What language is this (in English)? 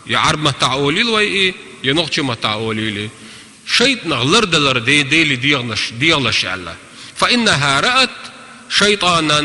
Chechen